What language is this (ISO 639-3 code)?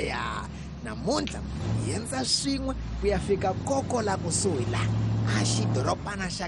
tso